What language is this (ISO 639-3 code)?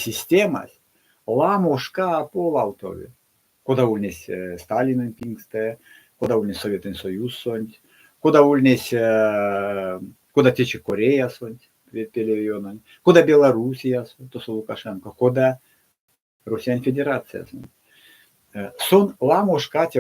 myv